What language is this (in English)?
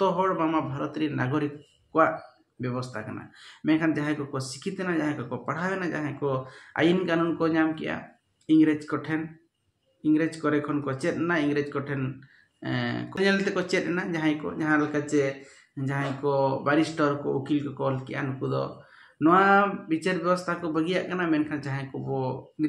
Santali